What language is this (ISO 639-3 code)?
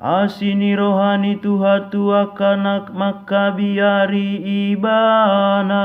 bbc